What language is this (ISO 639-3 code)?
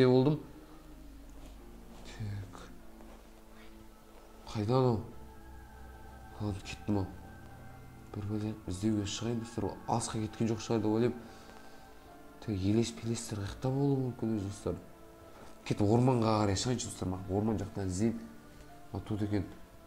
kaz